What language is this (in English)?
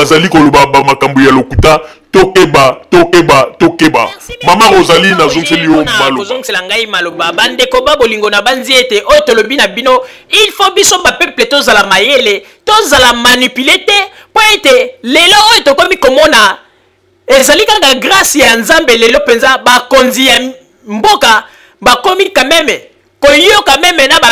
Lingala